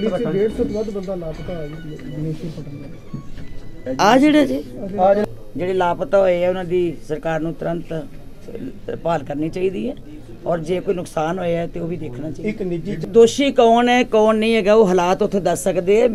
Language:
Punjabi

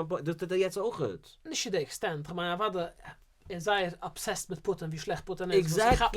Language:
Yiddish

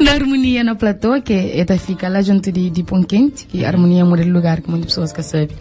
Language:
Kabuverdianu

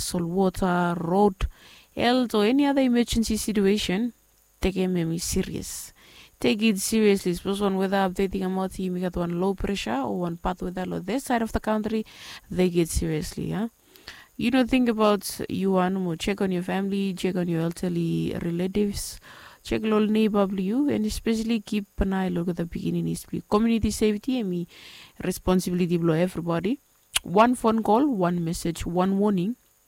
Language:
Bislama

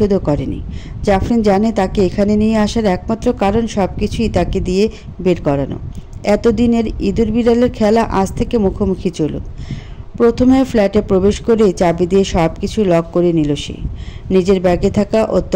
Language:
Bangla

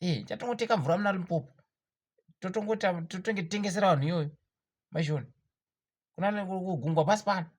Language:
Shona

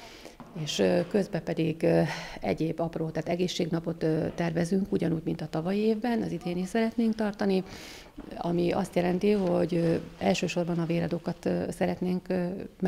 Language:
Hungarian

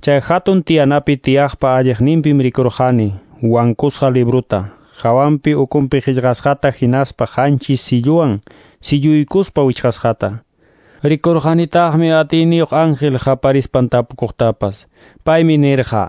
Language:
Quechua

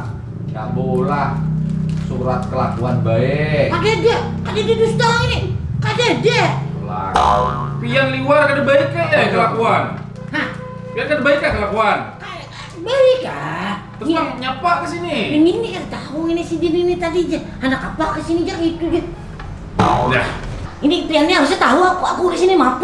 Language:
Banjar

